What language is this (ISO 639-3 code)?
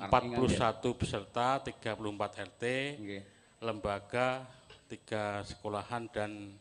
jav